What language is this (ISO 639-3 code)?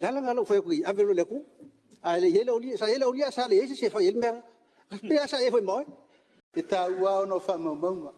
smo